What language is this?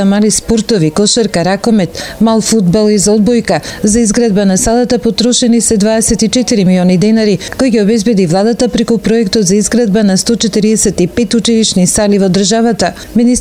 Macedonian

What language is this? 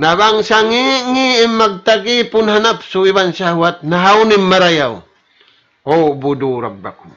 Tausug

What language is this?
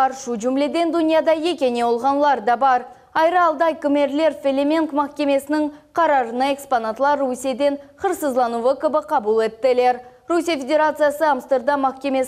Crimean Tatar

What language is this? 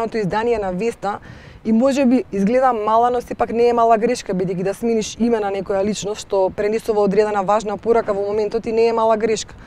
Macedonian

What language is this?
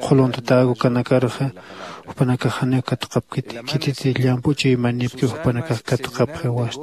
Aymara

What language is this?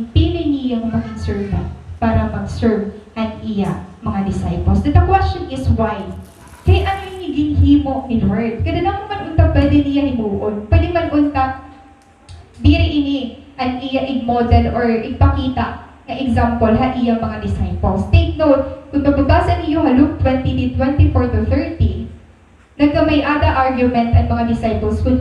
Waray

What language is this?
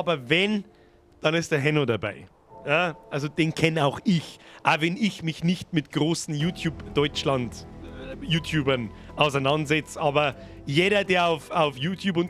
Bavarian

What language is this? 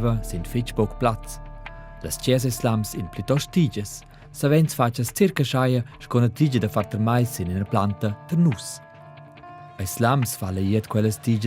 Romansh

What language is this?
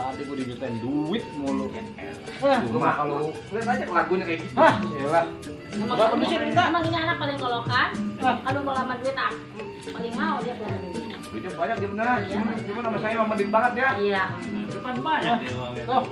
Betawi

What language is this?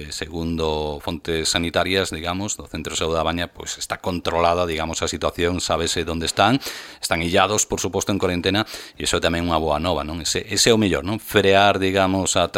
Galician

